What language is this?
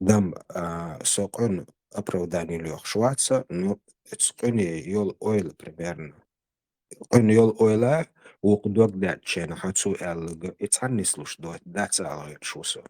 Chechen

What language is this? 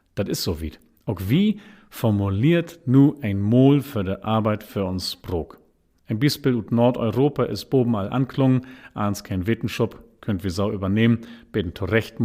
Low German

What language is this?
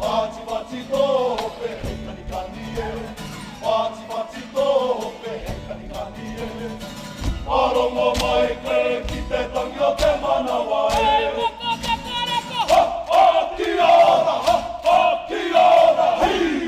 Māori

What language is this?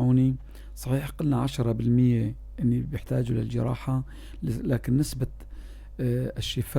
North Levantine Arabic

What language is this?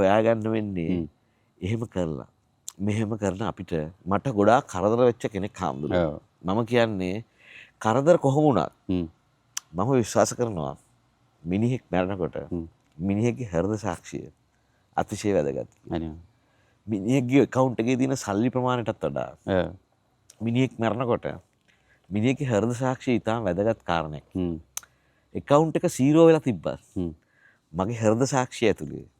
Sinhala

